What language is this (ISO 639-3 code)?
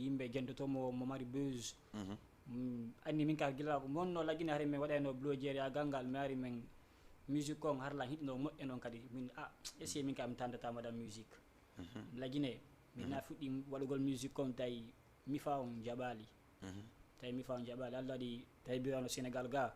ful